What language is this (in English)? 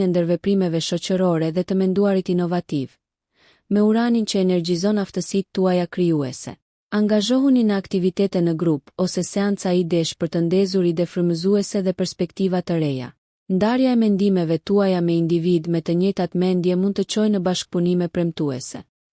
Albanian